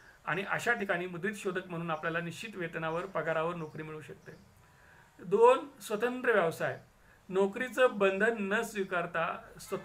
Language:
Marathi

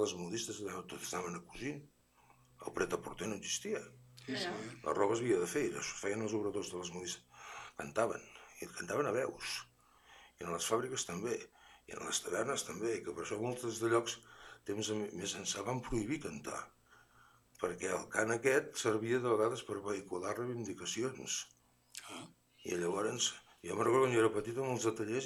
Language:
Catalan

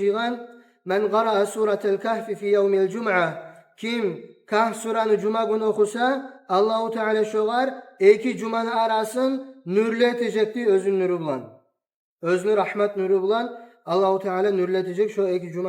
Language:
Kumyk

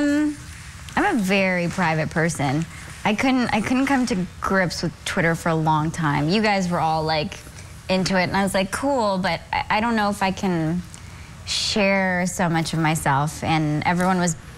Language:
English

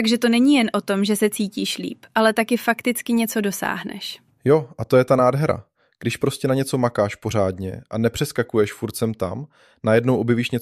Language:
Czech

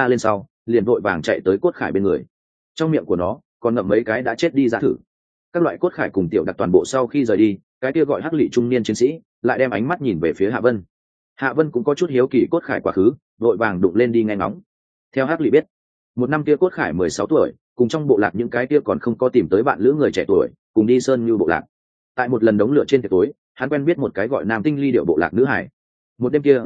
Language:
Vietnamese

